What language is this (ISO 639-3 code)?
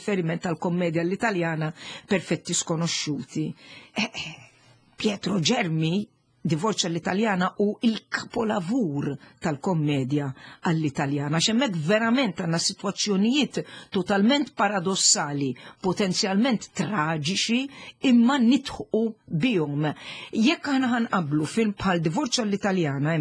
mlt